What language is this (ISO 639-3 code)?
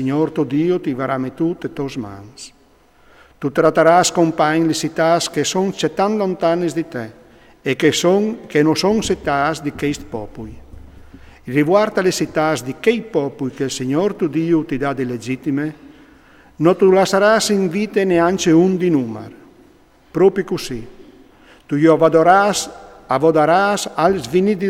fur